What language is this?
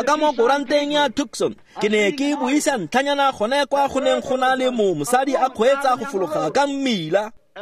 Tswana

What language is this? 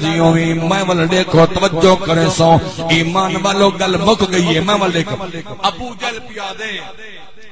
Saraiki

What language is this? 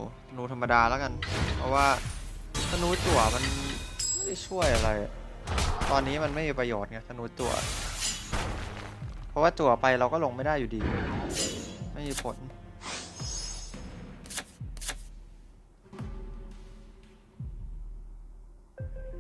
Thai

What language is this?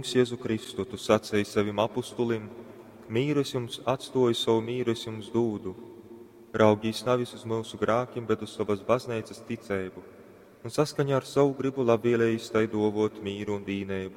Latgalian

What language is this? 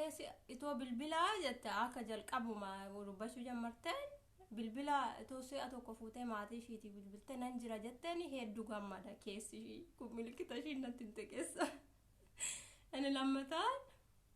Oromo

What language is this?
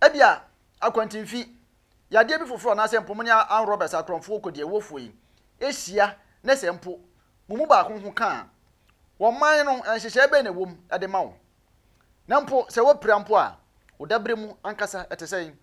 Akan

